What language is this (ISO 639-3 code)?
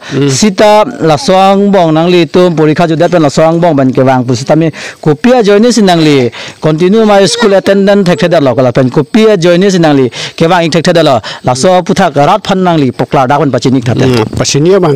mjw